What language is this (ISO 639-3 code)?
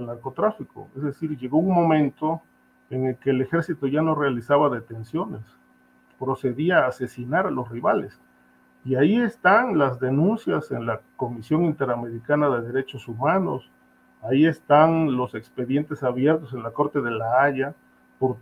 spa